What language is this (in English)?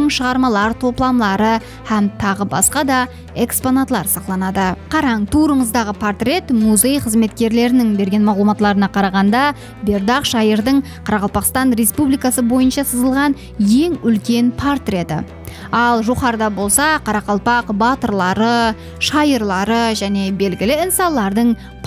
Kara-Kalpak